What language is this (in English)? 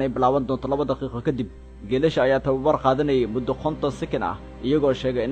Somali